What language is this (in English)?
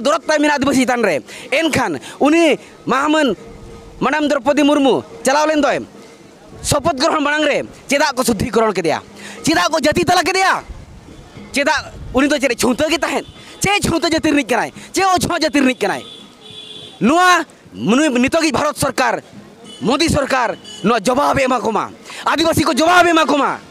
Santali